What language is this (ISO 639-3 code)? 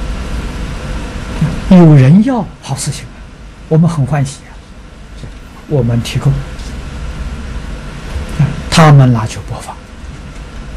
zho